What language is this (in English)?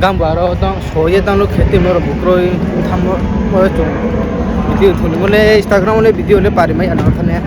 Riang (India)